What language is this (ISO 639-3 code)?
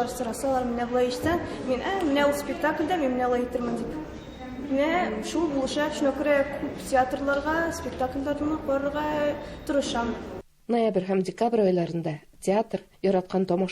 tat